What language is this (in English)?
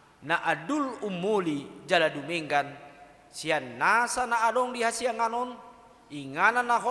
Batak Toba